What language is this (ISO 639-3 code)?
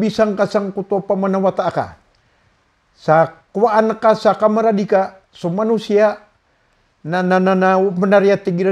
mrw